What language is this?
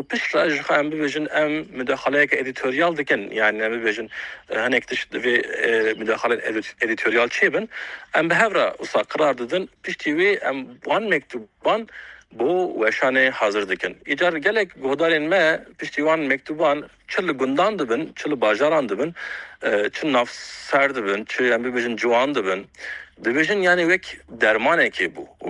Kurdish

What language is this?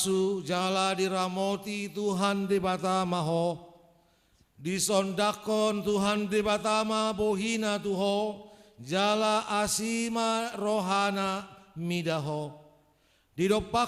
Batak Toba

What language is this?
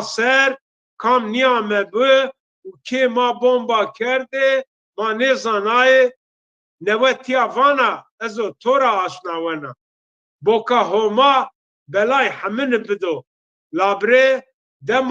Zaza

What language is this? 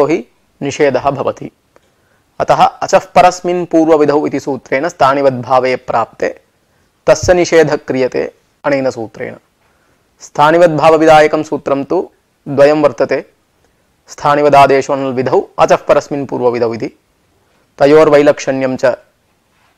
Sanskrit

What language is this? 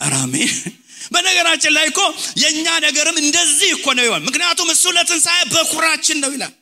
Amharic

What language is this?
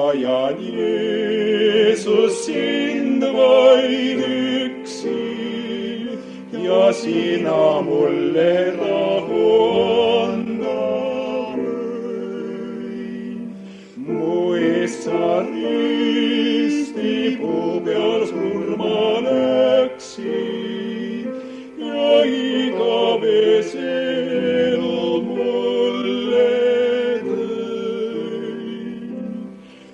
Estonian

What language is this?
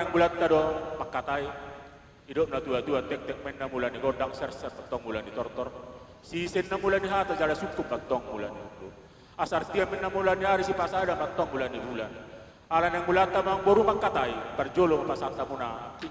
Batak Toba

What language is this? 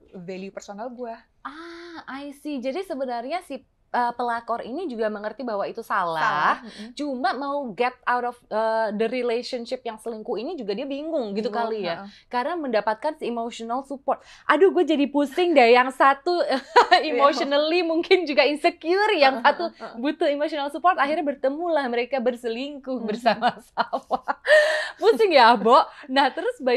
Indonesian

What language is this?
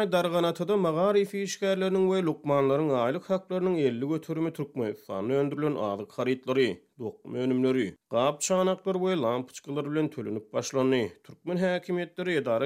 Turkmen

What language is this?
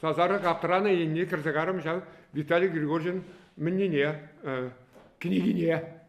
Chuvash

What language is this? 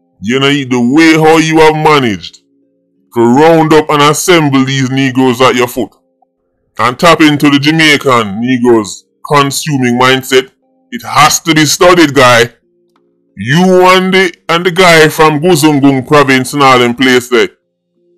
Jamaican Creole English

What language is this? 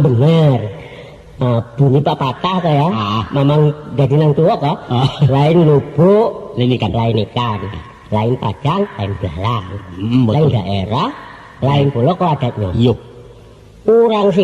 Minangkabau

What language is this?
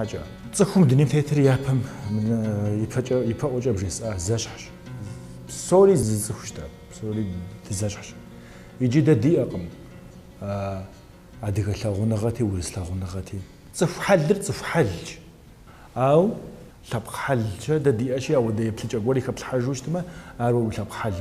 Kabardian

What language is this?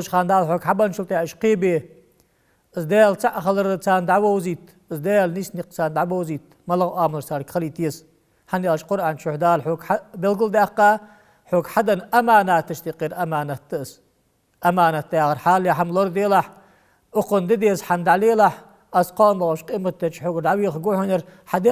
Ingush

